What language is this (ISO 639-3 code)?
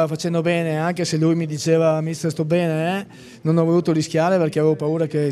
ita